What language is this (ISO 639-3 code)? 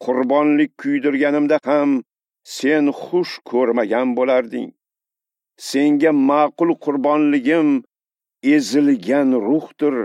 uzb